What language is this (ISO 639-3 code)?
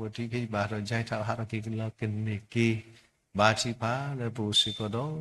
ksw